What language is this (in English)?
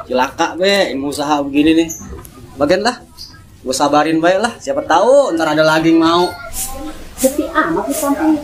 Betawi